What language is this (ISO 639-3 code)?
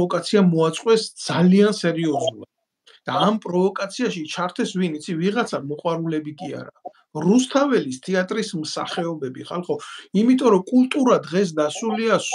kat